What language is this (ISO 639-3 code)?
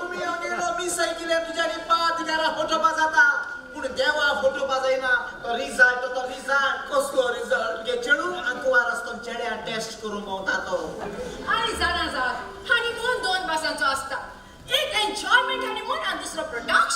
kok